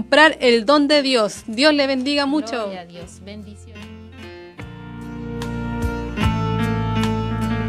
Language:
Spanish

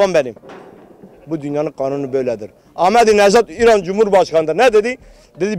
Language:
Turkish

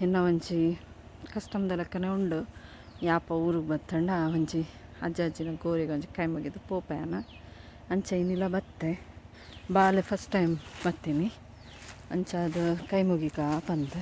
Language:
Tulu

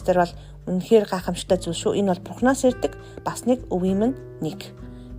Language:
Mongolian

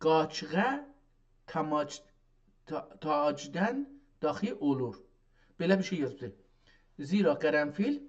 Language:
South Azerbaijani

